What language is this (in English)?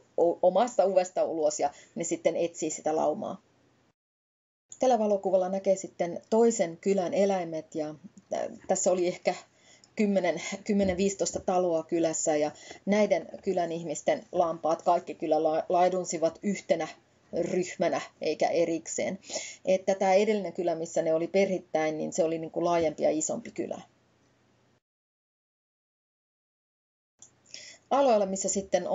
Finnish